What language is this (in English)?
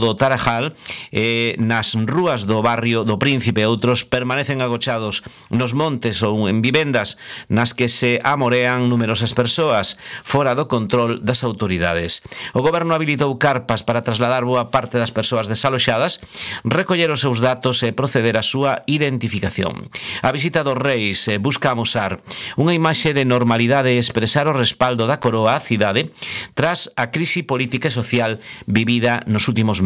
Galician